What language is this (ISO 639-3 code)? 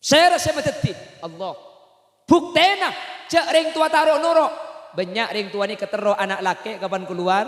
mad